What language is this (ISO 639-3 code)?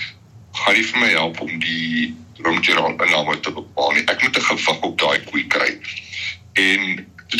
afr